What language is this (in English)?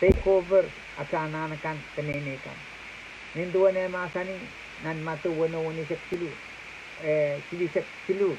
Pohnpeian